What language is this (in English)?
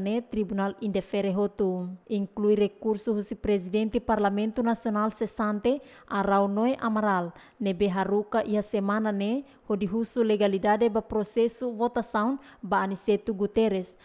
Tetum